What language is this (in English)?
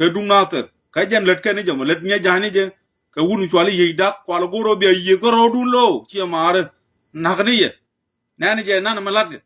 Nuer